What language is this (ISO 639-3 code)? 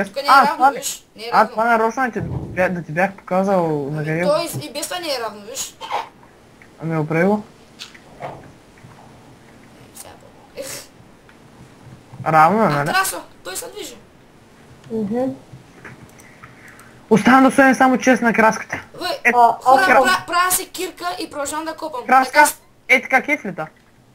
bul